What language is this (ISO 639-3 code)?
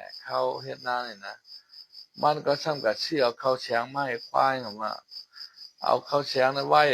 shn